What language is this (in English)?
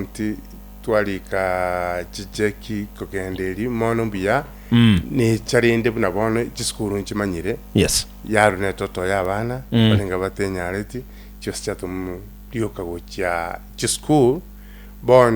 Gusii